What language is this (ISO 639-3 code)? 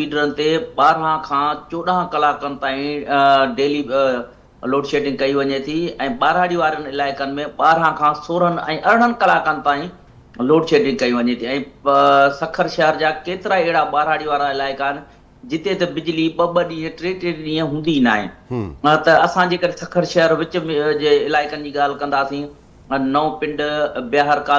snd